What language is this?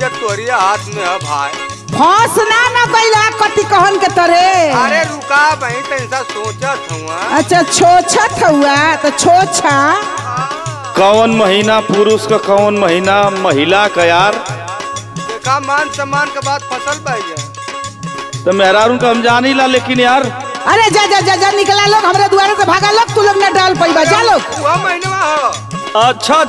Bhojpuri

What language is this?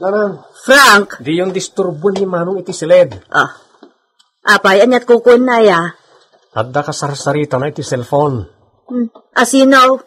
Iloko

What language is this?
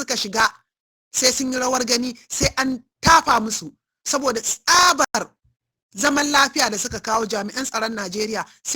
Hausa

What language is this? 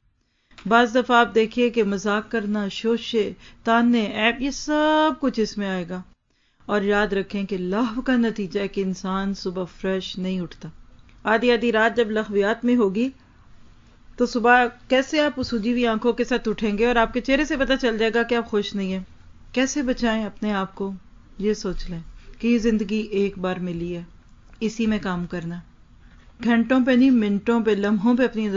Urdu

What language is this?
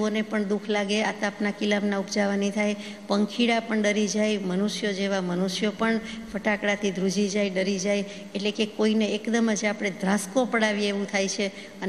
Gujarati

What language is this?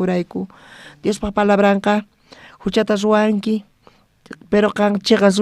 South Bolivian Quechua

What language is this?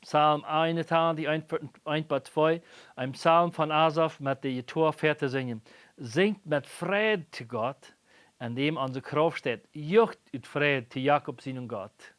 Plautdietsch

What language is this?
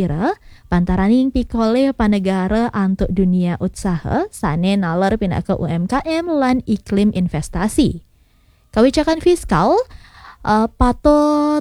Balinese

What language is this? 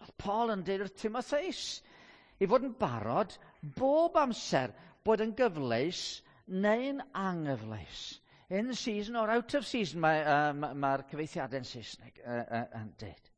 Welsh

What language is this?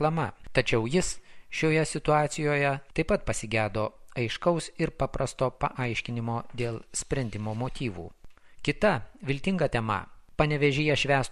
Lithuanian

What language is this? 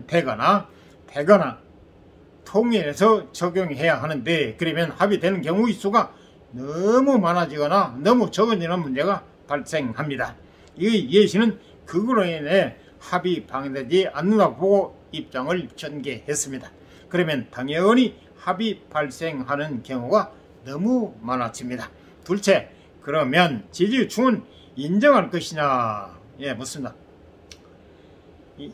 Korean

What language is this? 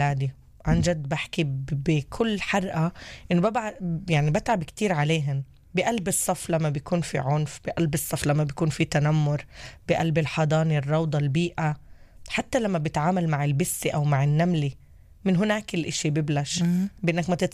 North Levantine Arabic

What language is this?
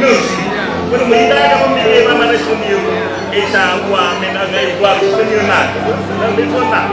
Nias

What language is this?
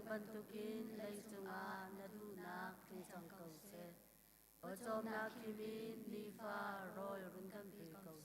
Hakha Chin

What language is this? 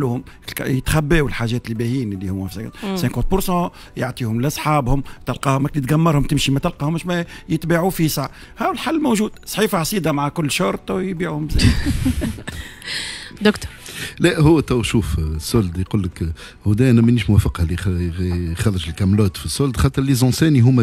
Tunisian Arabic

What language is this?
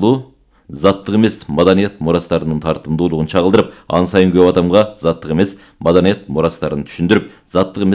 Kyrgyz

